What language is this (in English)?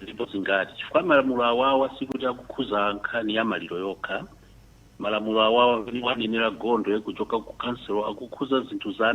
Nyanja